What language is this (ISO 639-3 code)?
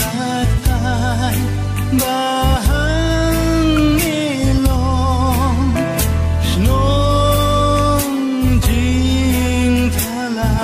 kha